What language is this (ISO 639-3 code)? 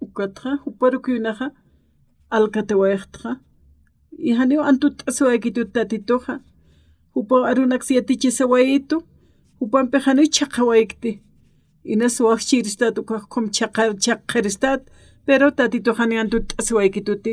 aym